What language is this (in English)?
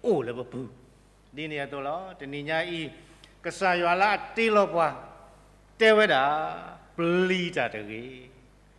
S'gaw Karen